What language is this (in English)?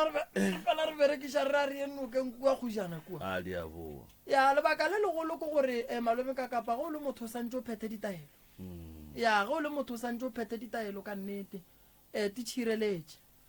Northern Sotho